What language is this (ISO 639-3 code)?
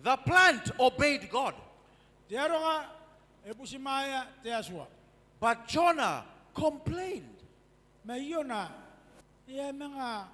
gil